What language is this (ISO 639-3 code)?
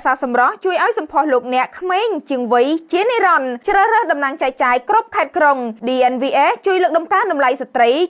khm